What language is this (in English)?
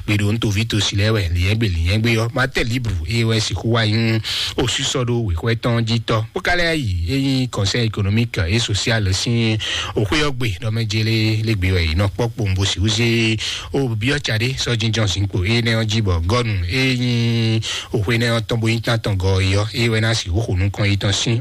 Fon